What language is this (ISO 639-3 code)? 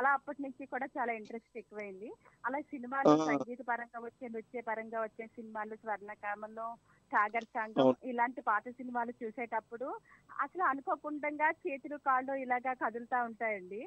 tel